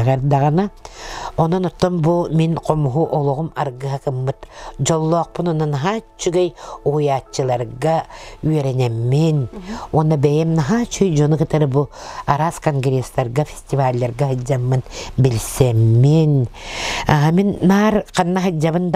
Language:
Yakut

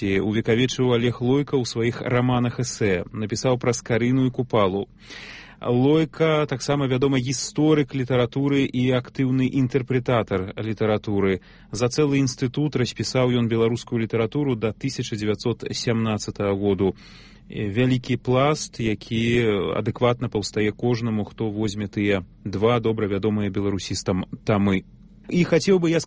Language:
Belarusian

